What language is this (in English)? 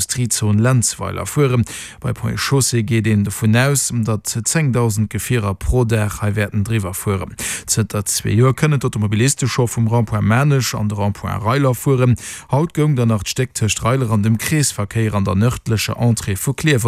Luxembourgish